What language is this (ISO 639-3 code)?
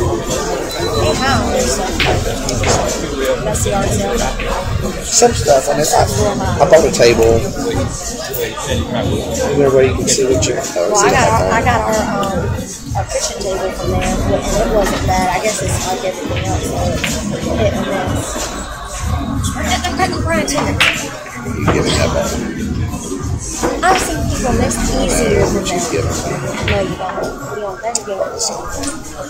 eng